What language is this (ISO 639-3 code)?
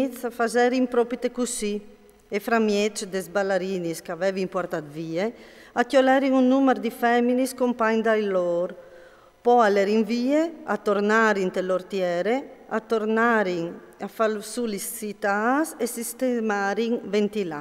fur